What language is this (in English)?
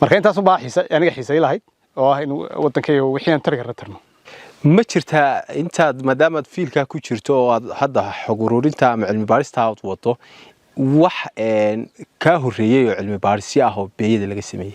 Somali